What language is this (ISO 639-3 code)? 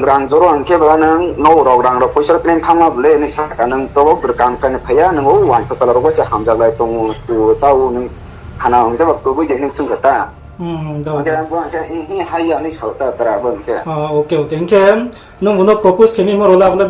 ria